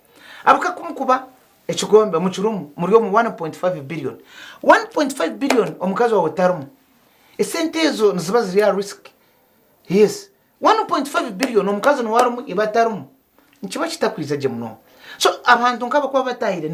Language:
Nyankole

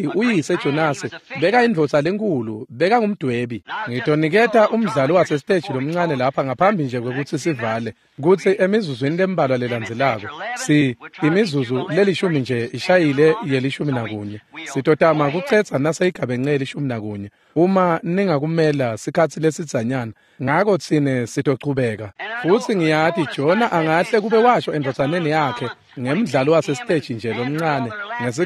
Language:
Swati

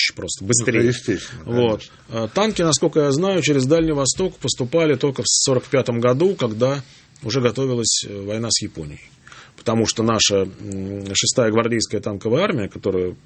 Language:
Russian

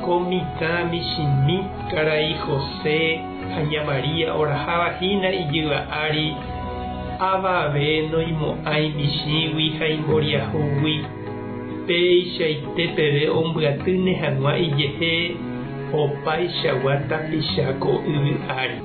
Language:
Guarani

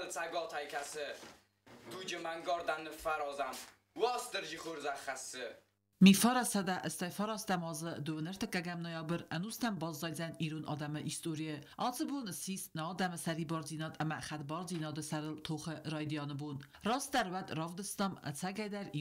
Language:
Ossetic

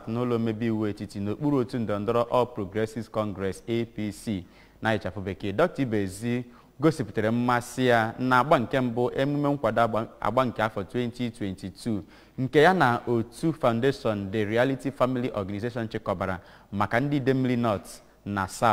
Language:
Igbo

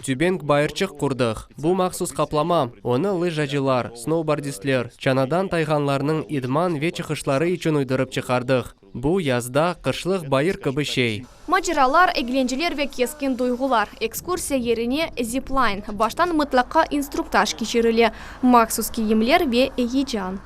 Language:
Crimean Tatar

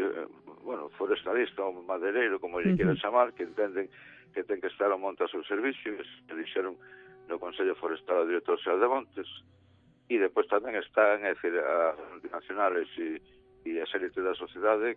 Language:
Galician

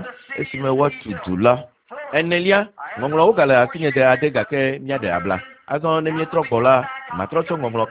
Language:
Ewe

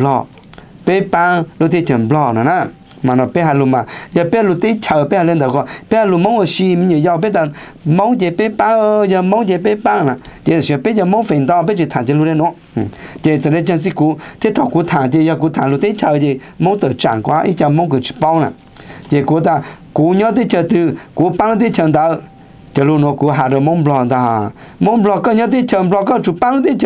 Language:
Vietnamese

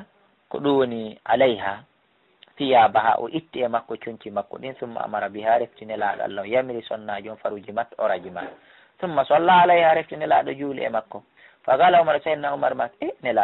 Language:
Fula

